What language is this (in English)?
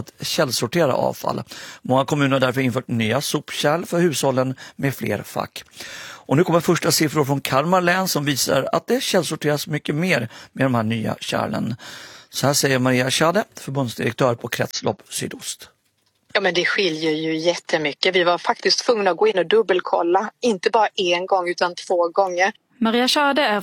Swedish